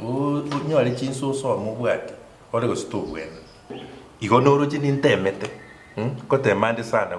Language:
Gusii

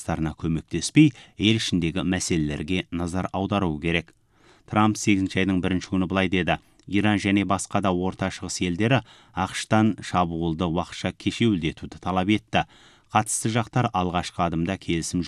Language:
Kazakh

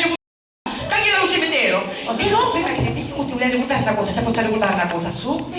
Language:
Sicilian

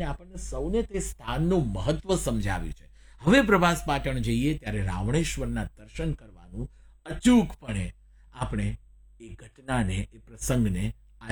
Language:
Gujarati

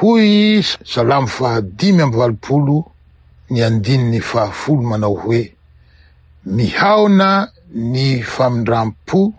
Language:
Malagasy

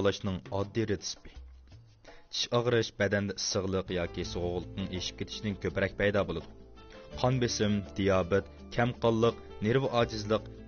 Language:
Uyghur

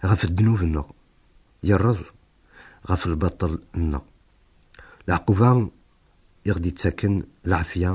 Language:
Kabyle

